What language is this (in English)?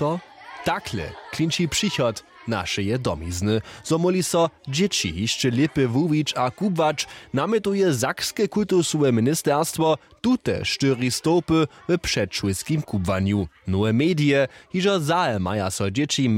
Upper Sorbian